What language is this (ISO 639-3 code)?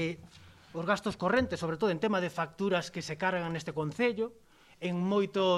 glg